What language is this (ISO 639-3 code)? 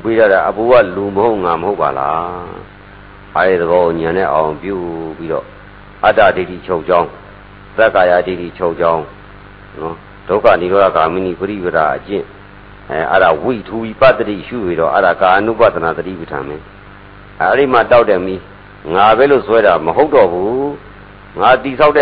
mya